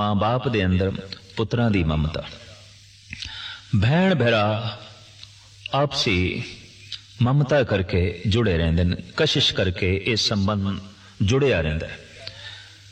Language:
Punjabi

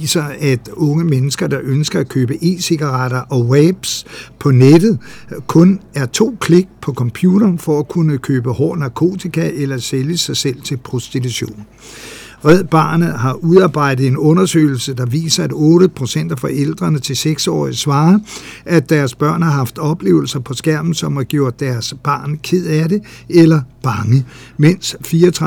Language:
Danish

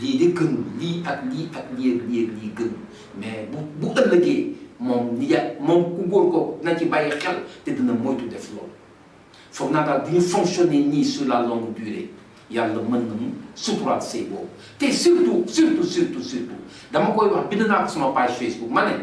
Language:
Wolof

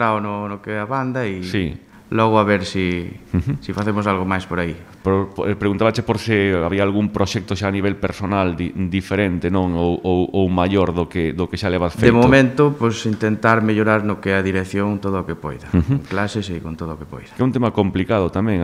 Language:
Galician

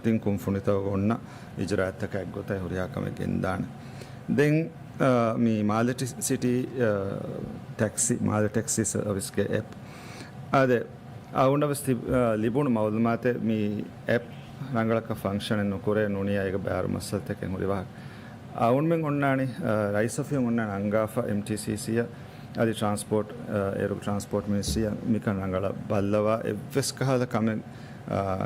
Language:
Divehi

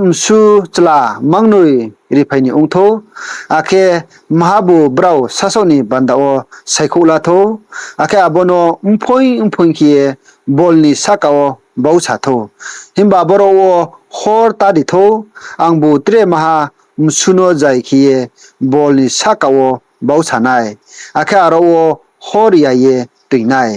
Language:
Riang (India)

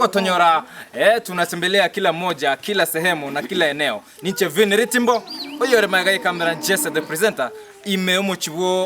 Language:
Gusii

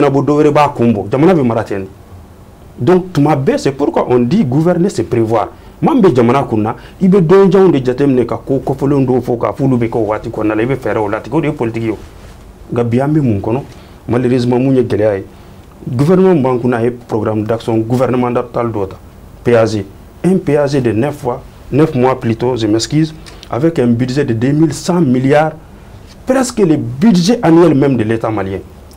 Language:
Bambara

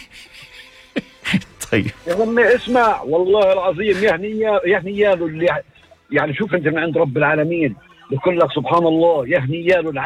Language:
North Levantine Arabic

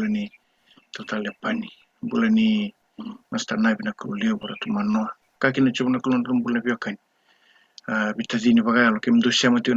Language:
Fijian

